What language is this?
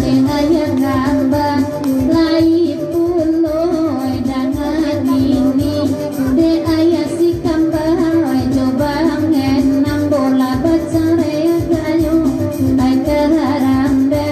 Minangkabau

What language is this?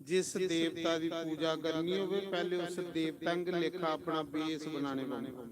Dogri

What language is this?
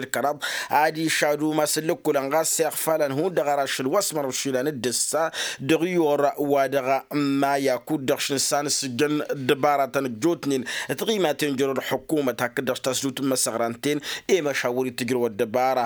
Tamasheq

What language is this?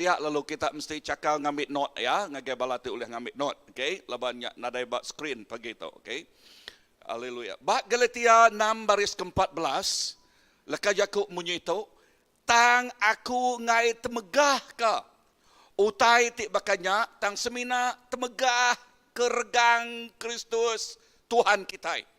Iban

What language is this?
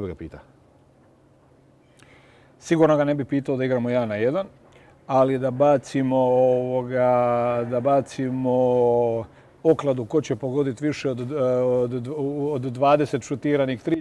Croatian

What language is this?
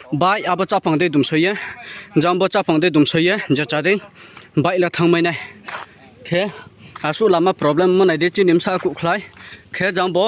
Riang (India)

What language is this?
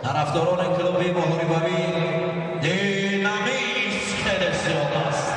Tajik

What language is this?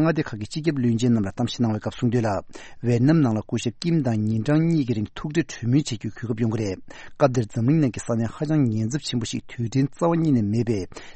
Tibetan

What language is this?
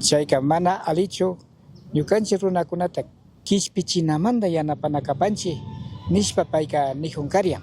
Chimborazo Highland Quichua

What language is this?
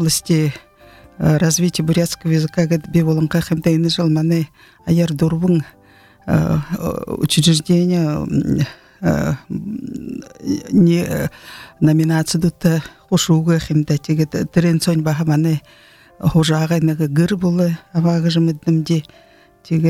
Buriat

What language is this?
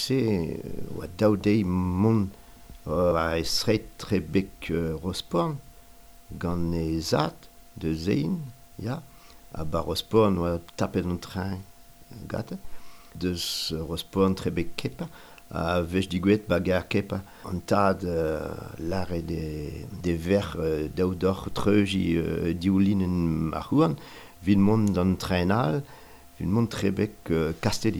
Breton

